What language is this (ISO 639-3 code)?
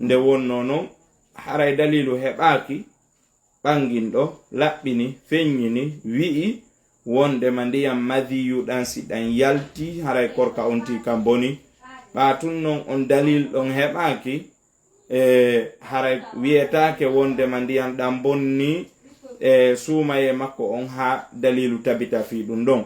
ful